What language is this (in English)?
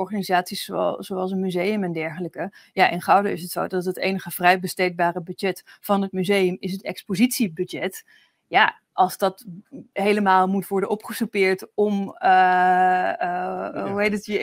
Dutch